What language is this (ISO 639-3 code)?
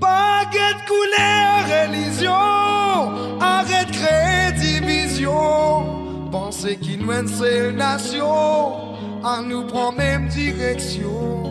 mfe